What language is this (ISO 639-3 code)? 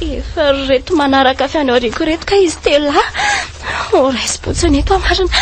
mlg